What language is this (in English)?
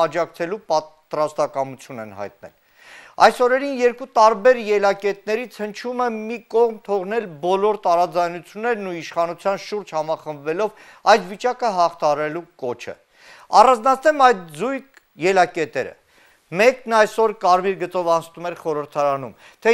Armenian